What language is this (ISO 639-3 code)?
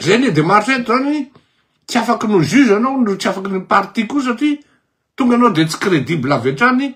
mlg